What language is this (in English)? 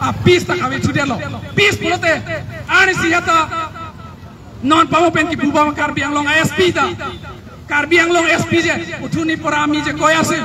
Karbi